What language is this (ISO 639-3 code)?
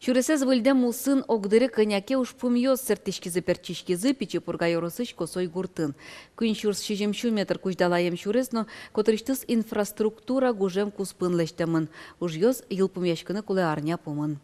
udm